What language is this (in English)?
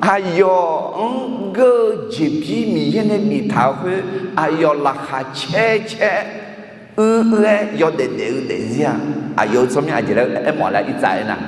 Akha